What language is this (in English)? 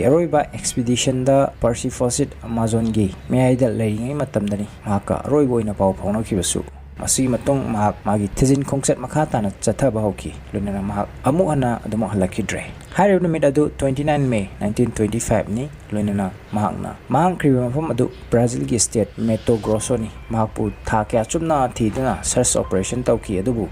Manipuri